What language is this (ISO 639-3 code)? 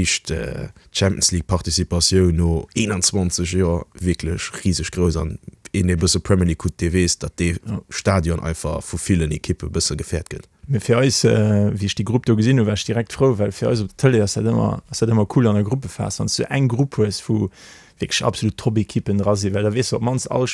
ltz